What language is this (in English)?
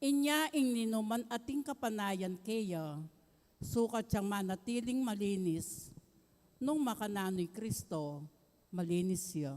Pampanga